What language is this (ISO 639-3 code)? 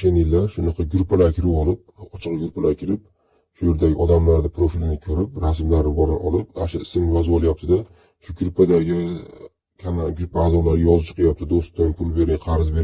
uzb